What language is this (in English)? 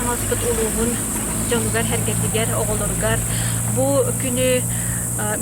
Yakut